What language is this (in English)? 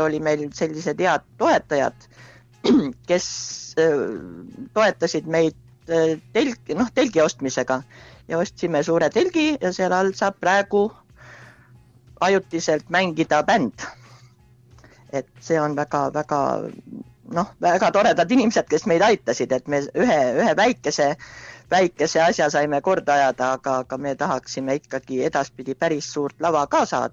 Estonian